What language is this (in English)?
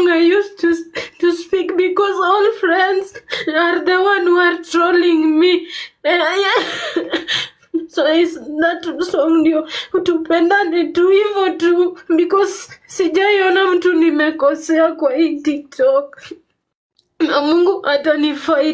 Swahili